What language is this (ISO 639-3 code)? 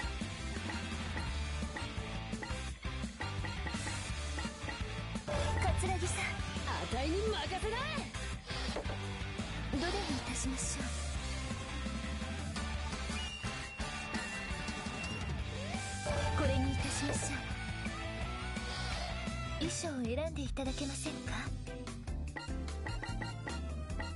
jpn